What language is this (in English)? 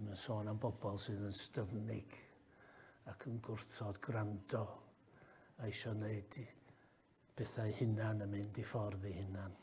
Welsh